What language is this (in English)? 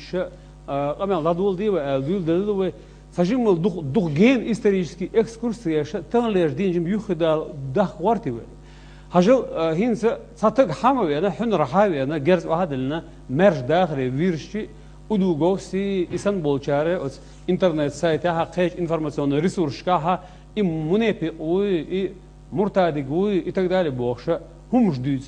Chechen